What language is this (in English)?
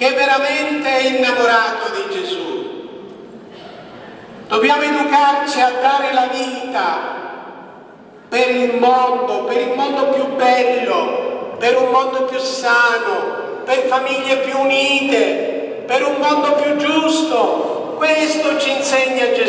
Italian